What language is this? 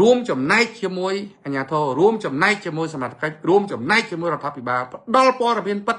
Khmer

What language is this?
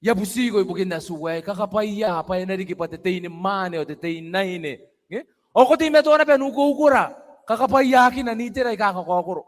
Gilbertese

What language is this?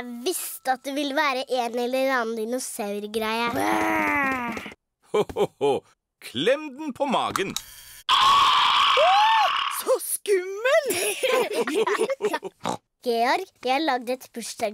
Norwegian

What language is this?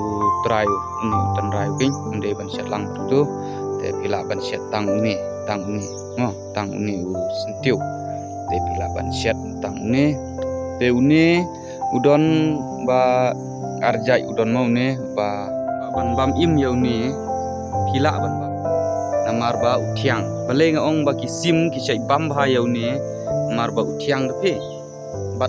Khasi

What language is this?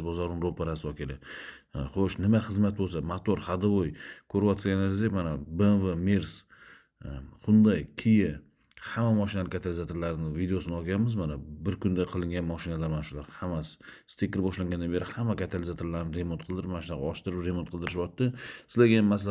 Uzbek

